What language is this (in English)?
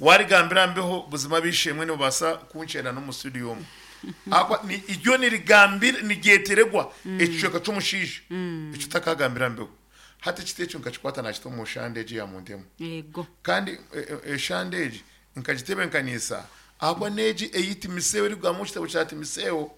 Nyankole